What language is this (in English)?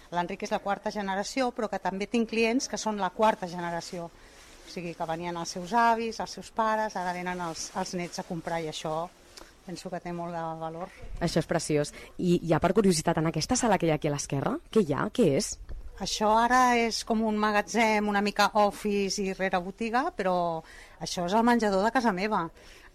Catalan